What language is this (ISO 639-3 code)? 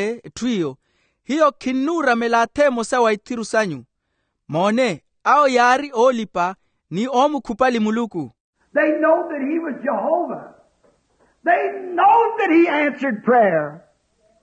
vmw